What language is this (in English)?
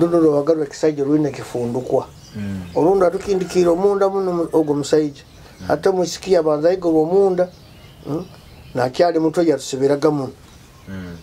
Nyoro